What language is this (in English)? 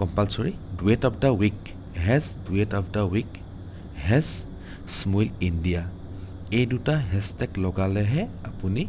Assamese